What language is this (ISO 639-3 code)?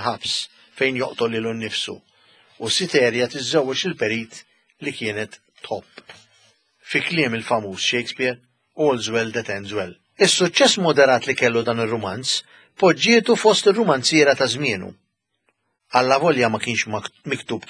mlt